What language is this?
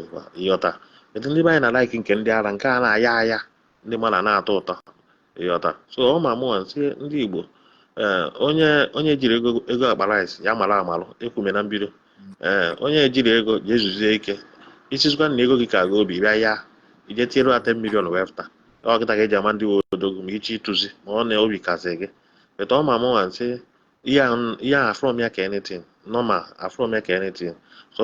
Igbo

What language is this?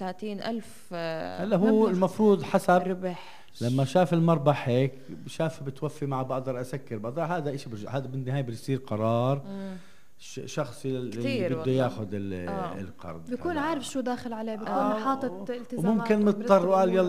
North Levantine Arabic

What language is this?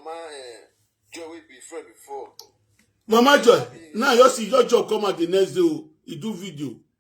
Nigerian Pidgin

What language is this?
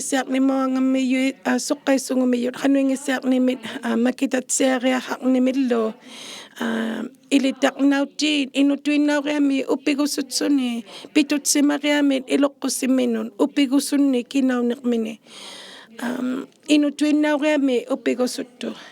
Inuktitut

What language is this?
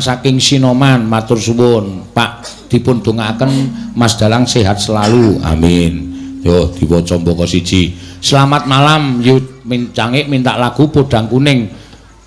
Javanese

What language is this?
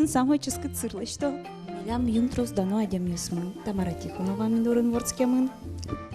Udmurt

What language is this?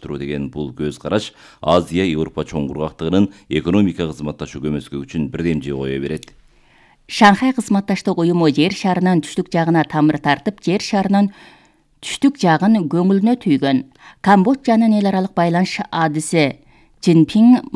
Kyrgyz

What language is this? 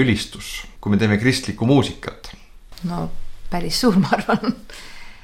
Estonian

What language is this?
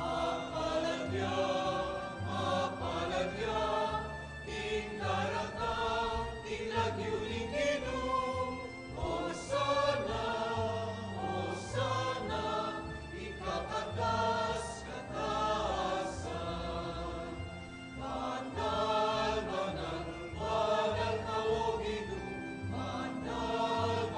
Pampanga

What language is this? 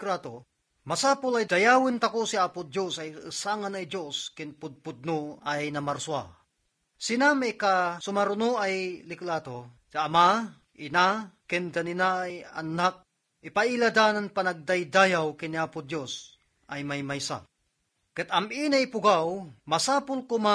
Iloko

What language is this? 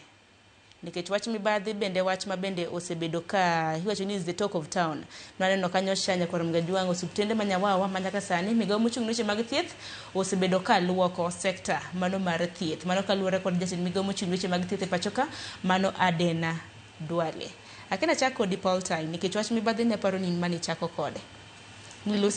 Luo (Kenya and Tanzania)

